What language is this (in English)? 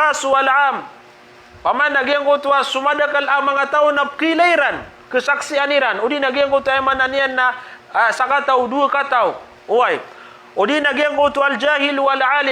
Maranao